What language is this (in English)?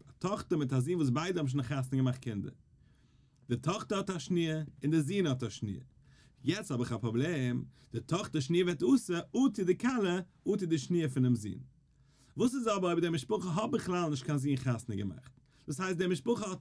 Yiddish